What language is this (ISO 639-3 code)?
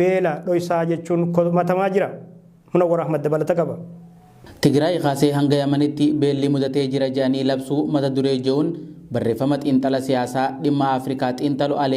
orm